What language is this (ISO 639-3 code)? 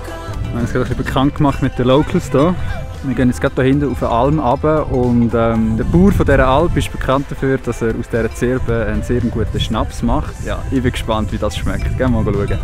gsw